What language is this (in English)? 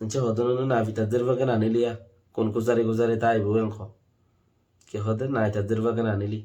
Rohingya